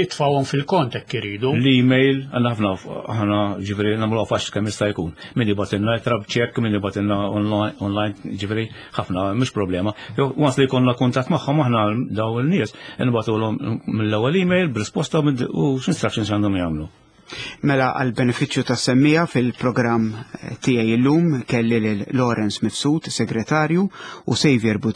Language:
Maltese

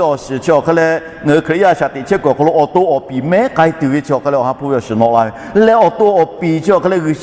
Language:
Lahu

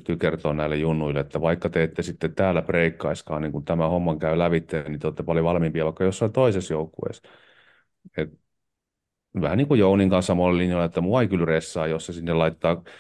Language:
Finnish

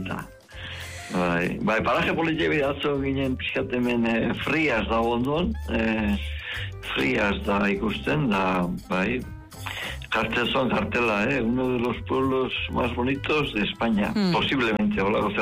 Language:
Basque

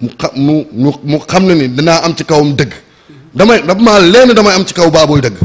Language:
Wolof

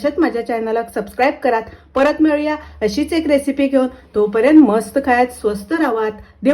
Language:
Konkani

